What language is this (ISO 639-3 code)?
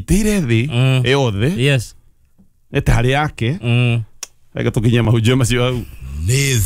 kik